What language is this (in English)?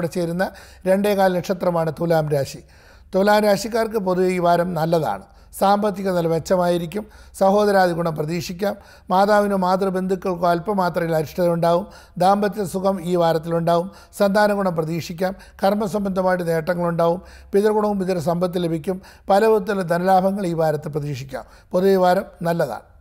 Malayalam